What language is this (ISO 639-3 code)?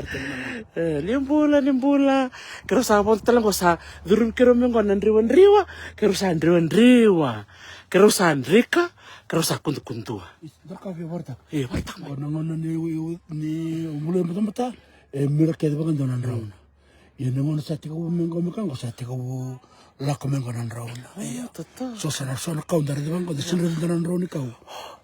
fij